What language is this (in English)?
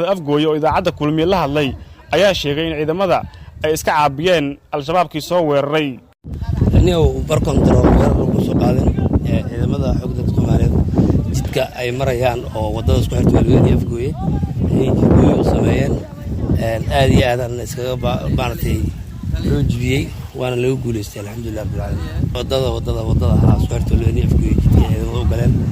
Somali